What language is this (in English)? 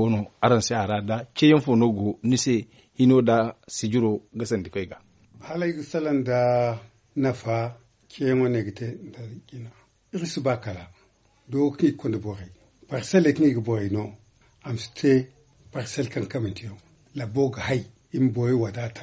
Zarma